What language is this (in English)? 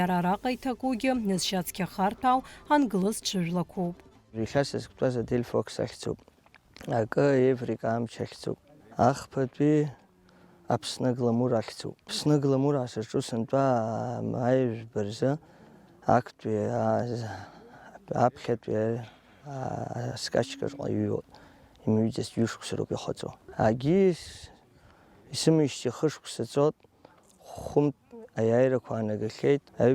Abkhazian